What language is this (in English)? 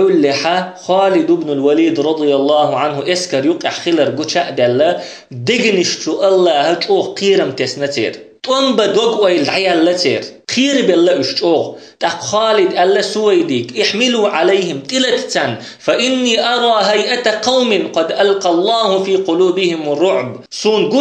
Chechen